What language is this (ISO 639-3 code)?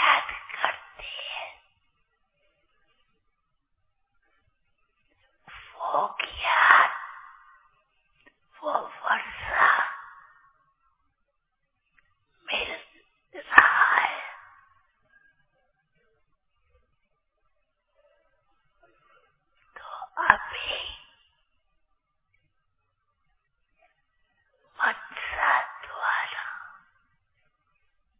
hin